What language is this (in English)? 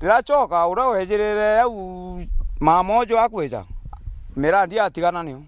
Meru